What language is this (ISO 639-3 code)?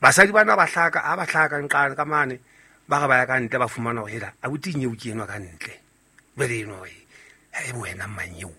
sot